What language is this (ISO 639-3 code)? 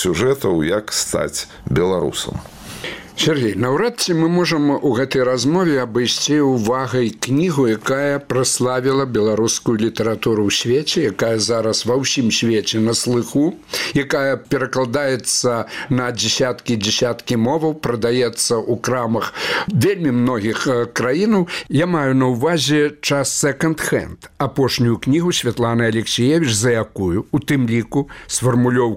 bel